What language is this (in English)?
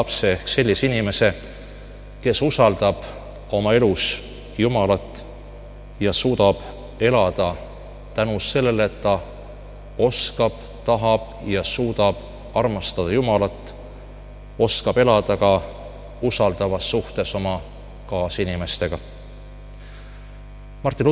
Estonian